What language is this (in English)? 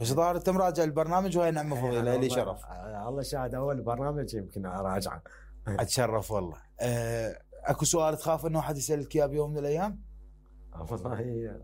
Mesopotamian Arabic